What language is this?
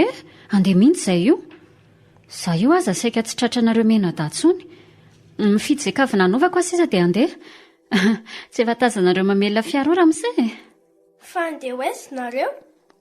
Malagasy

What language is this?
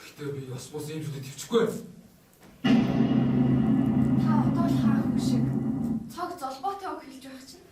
Mongolian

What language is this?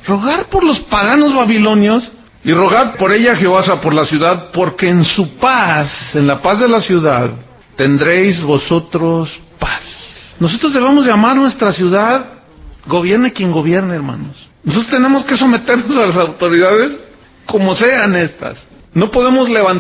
Spanish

